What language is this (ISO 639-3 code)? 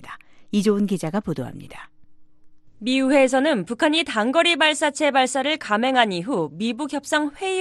kor